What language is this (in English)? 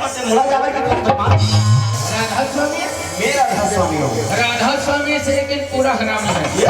Chhattisgarhi